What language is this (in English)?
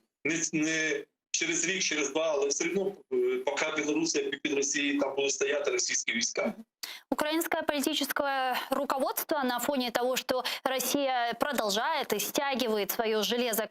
Crimean Tatar